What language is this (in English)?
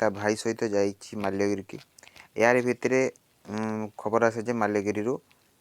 Odia